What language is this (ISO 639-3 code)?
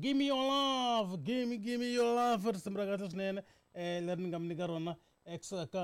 tso